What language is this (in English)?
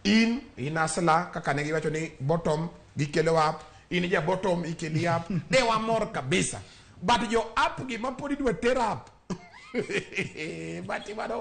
Luo (Kenya and Tanzania)